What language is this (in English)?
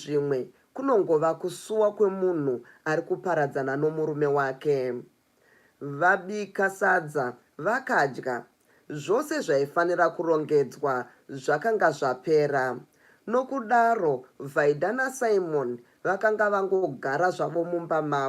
Shona